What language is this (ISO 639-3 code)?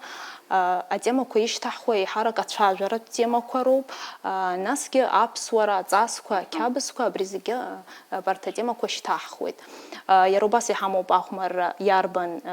abk